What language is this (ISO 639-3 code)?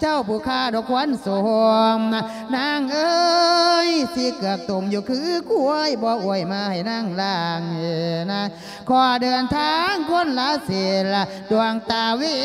lao